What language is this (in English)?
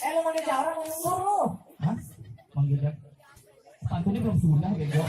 Betawi